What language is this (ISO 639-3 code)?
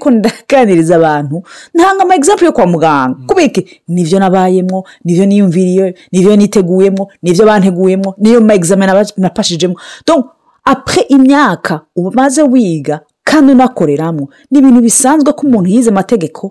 run